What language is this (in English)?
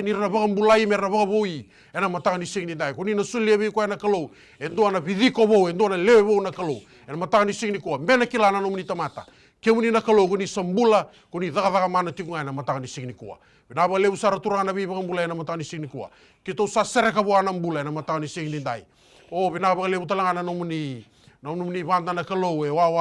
Fijian